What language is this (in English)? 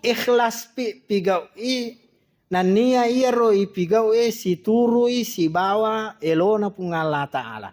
Buginese